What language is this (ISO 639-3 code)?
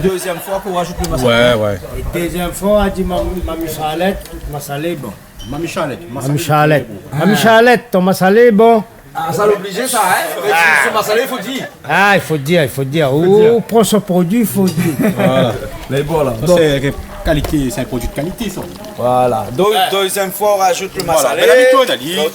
rcf